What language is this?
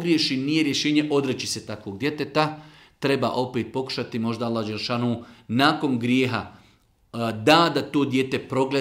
Bosnian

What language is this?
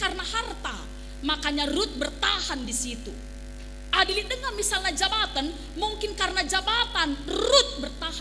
Batak Karo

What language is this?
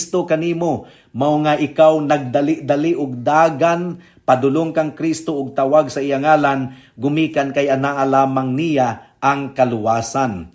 Cebuano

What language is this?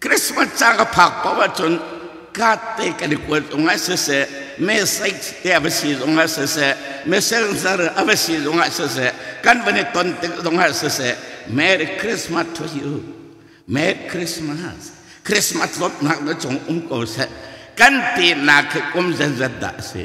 Hakha Chin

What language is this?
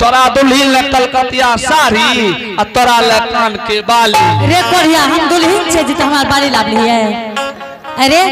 Angika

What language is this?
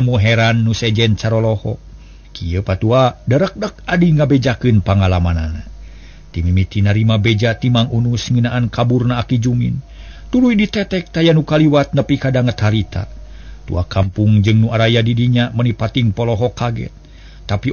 Sundanese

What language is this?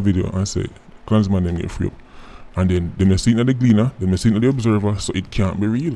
Jamaican Creole English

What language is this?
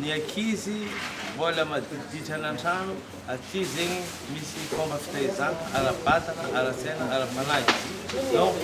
Malagasy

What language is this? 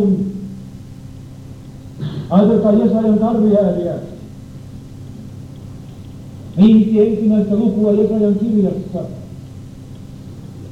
Finnish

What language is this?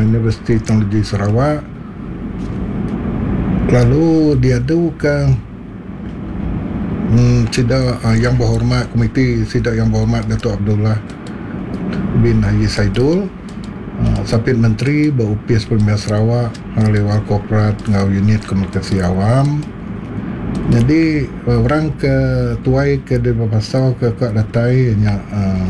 Iban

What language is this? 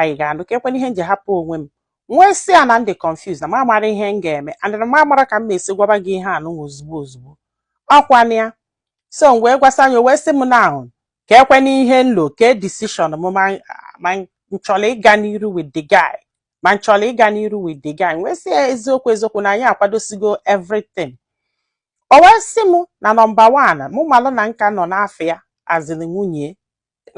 Igbo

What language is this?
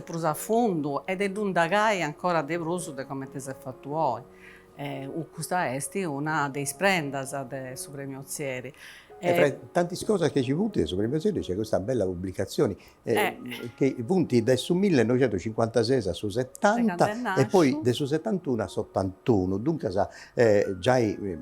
Sardinian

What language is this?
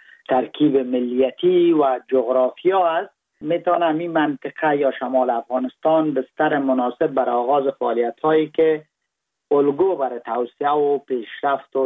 Persian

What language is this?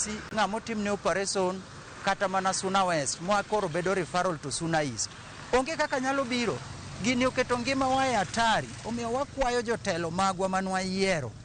Luo (Kenya and Tanzania)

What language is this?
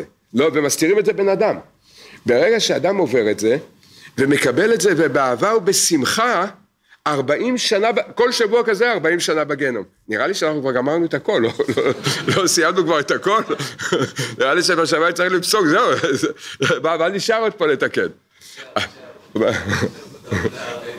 Hebrew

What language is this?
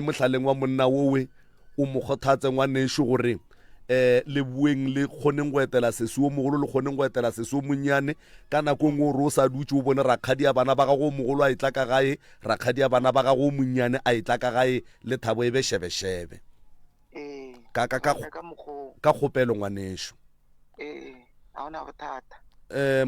Northern Sotho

